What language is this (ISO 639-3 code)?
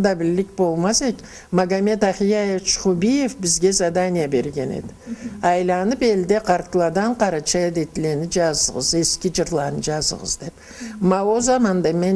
krc